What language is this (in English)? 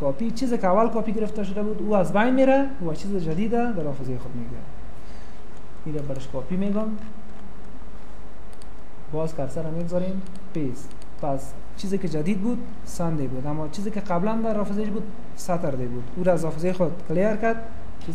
Persian